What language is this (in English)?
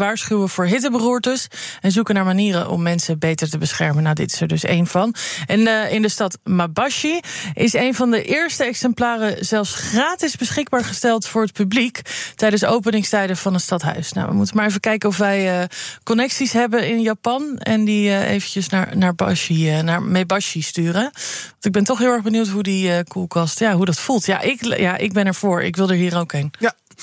Dutch